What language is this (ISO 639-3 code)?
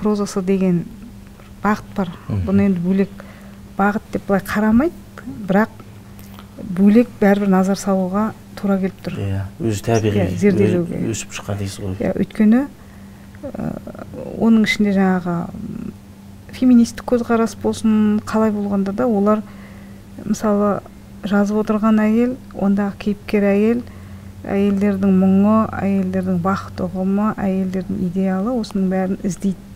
kaz